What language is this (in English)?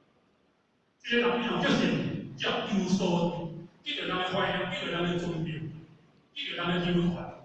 Min Nan Chinese